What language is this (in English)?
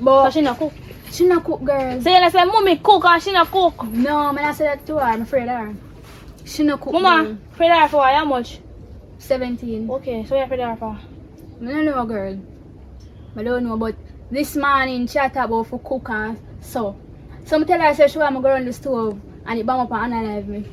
Jamaican Creole English